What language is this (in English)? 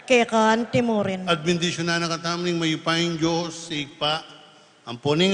Pampanga